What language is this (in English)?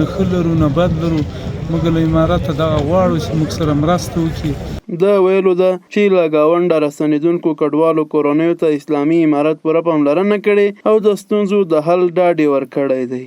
Pashto